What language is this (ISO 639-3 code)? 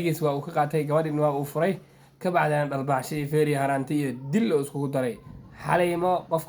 som